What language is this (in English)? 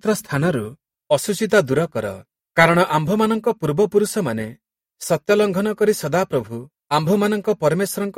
Odia